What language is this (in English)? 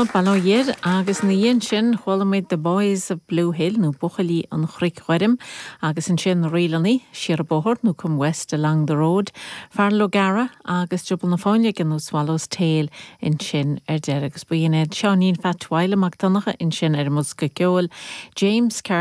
Irish